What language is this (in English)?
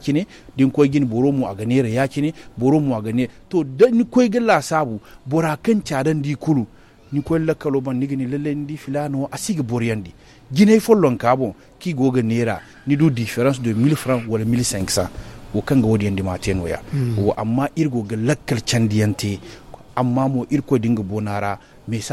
Zarma